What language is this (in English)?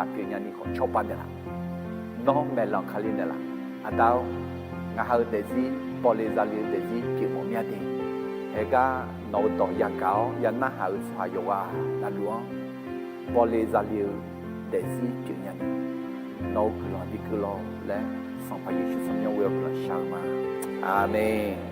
Akha